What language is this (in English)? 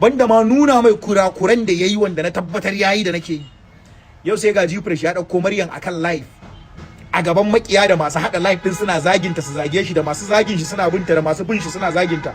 Hausa